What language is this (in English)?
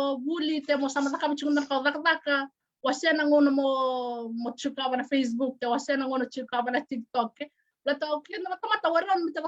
Fijian